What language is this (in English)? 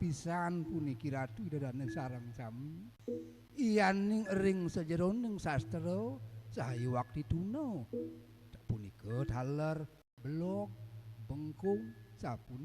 Balinese